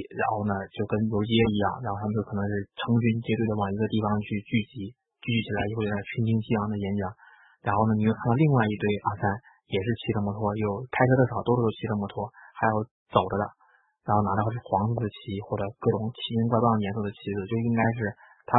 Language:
Chinese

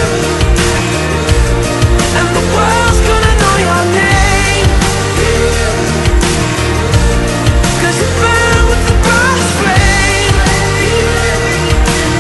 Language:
English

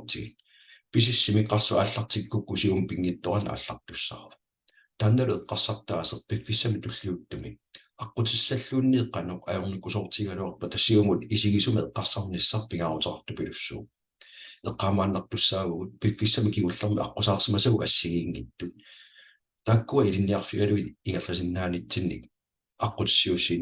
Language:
Kalaallisut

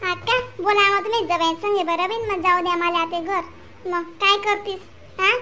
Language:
Khandesi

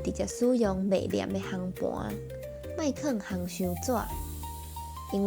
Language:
Min Nan Chinese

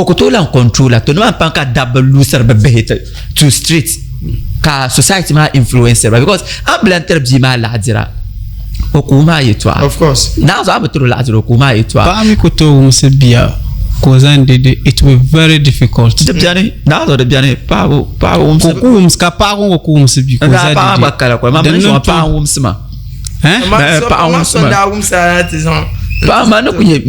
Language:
Dagbani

